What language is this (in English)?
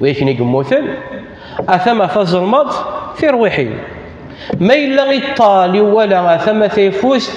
Kabyle